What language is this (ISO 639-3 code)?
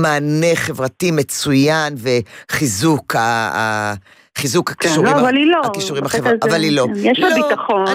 heb